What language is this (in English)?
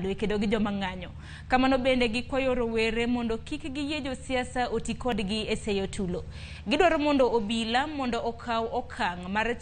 Luo (Kenya and Tanzania)